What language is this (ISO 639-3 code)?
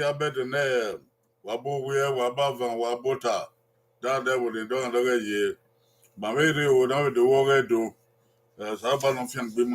bin